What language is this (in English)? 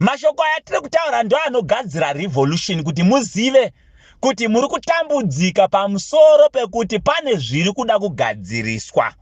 Shona